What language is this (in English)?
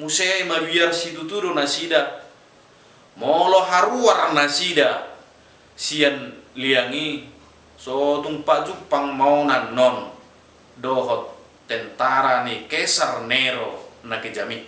Batak Toba